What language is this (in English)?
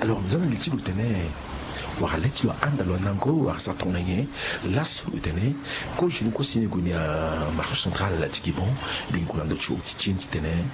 Sango